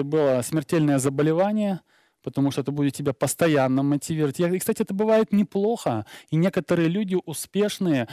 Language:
Russian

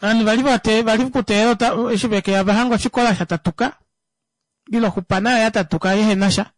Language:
Kuanyama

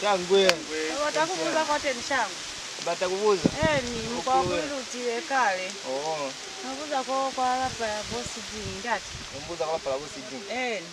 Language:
Lozi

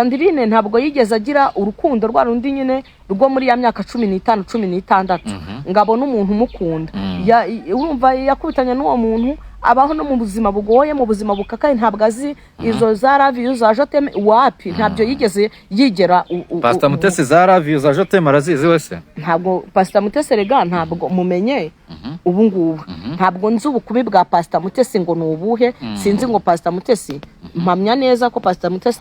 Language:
Kinyarwanda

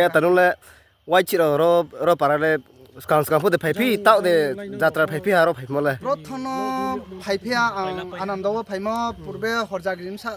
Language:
Riang (India)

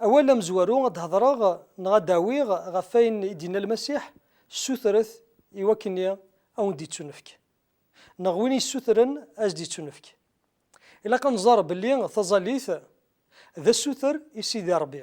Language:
Kabyle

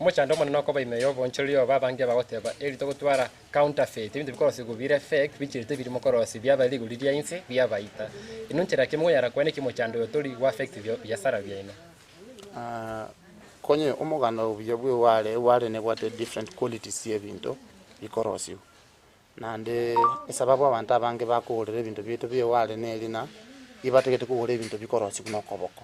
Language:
Gusii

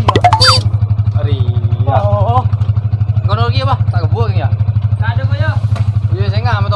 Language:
Madurese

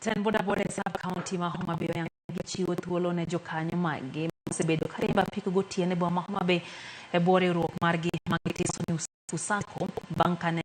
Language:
Luo (Kenya and Tanzania)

